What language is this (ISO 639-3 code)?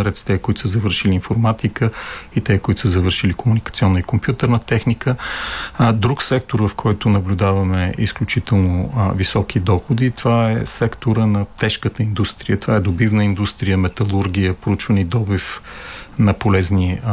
bul